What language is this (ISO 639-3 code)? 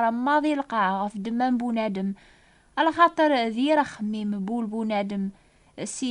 kab